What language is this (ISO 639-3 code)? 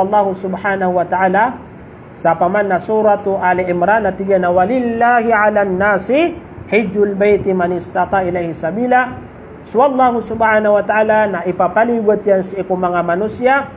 mrw